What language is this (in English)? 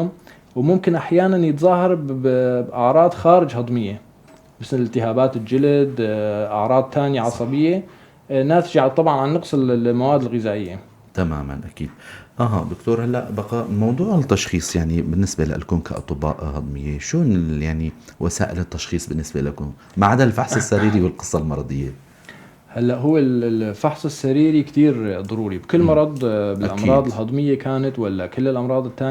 North Levantine Arabic